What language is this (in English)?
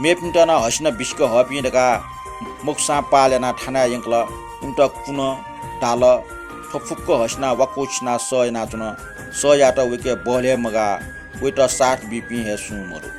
Newari